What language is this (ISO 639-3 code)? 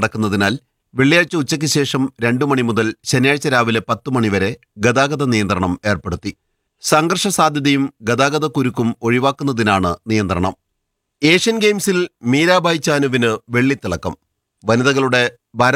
mal